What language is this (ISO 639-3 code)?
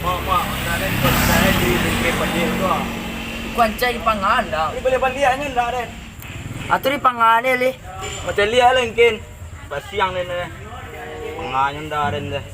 min